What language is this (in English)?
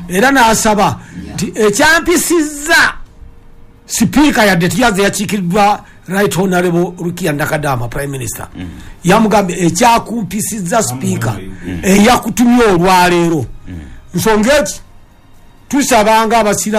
Ganda